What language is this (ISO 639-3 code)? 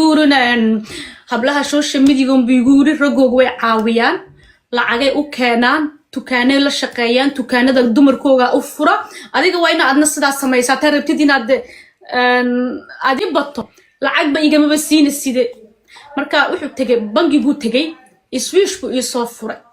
som